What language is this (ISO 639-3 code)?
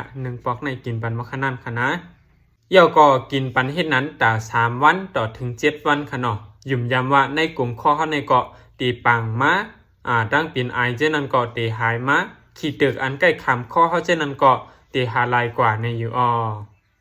shn